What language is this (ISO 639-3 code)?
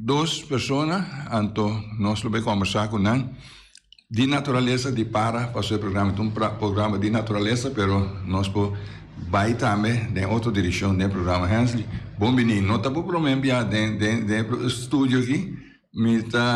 pap